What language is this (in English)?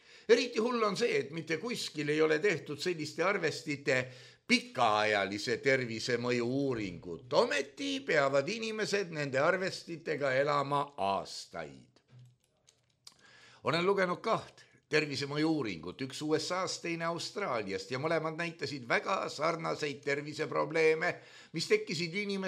Estonian